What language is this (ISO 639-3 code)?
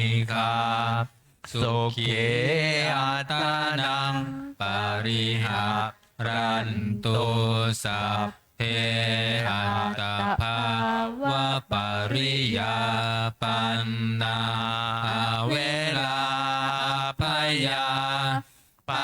pli